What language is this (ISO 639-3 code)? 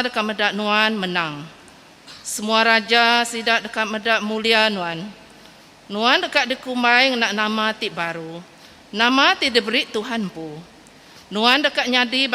iba